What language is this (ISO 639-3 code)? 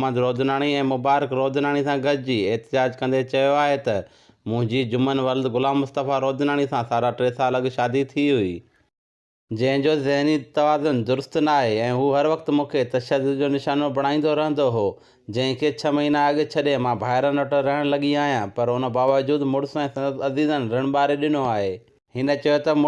snd